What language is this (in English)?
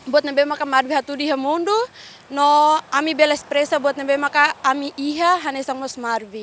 Tetum